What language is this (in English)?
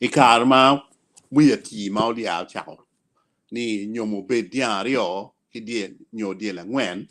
Acoli